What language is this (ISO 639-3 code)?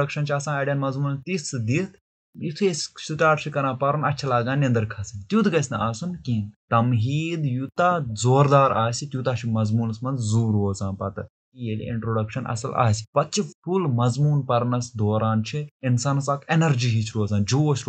kas